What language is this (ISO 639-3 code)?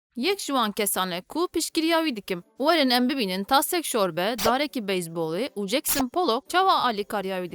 kur